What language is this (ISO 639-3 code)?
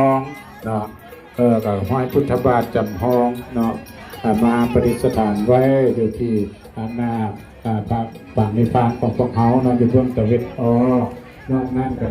lao